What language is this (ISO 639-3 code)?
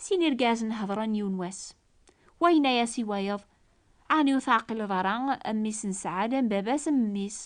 kab